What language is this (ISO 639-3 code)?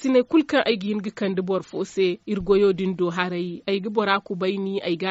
dje